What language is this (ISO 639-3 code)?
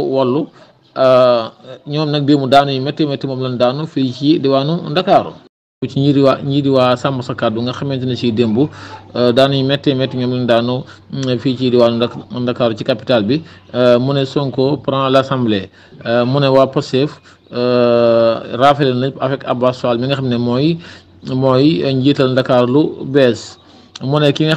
wol